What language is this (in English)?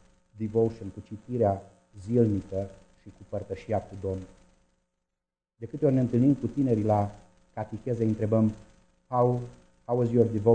Romanian